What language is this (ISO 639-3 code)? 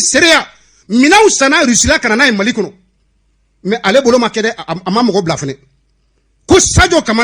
bam